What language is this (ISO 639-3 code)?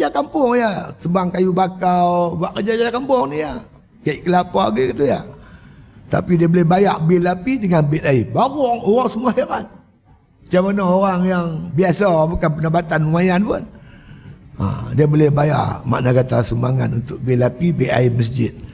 msa